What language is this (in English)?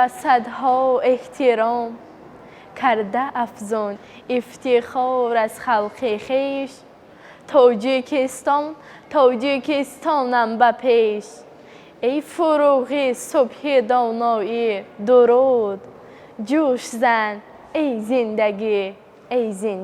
Tajik